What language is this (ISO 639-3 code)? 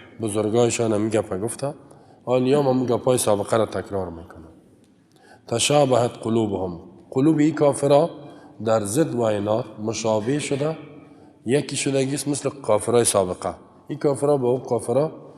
fas